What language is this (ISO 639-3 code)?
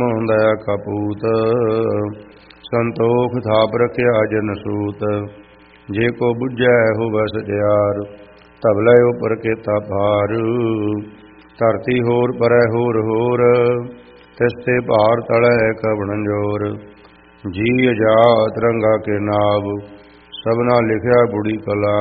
pan